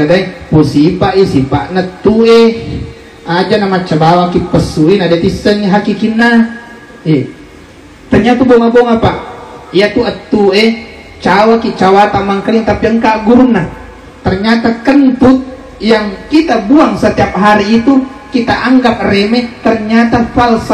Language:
Buginese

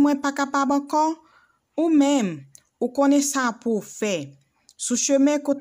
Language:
Haitian Creole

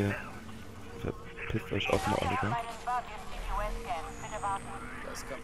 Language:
German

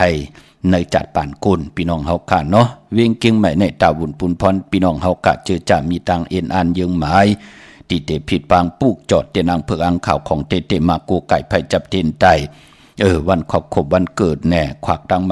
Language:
Shan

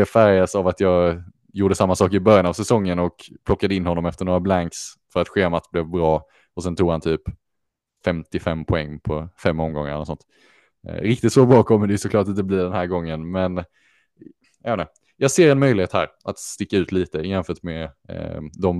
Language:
Swedish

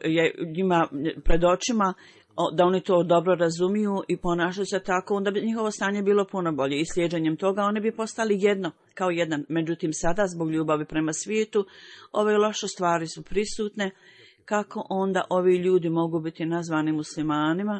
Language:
Bosnian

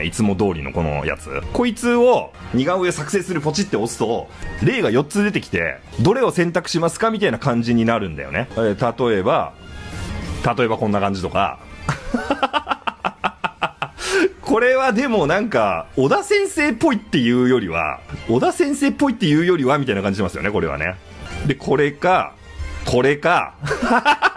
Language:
Japanese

